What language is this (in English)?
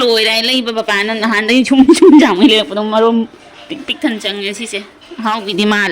Manipuri